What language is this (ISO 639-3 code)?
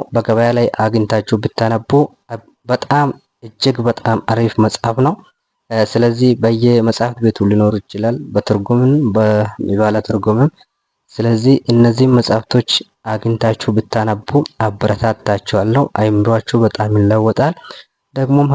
amh